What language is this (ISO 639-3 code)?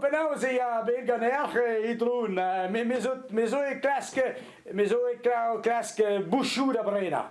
bre